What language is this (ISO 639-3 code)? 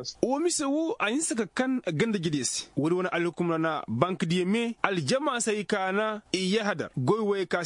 ses